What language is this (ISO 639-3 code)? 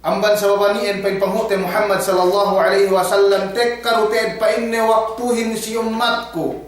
yka